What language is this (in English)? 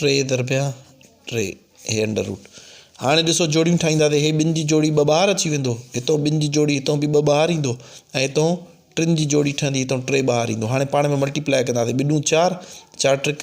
Sindhi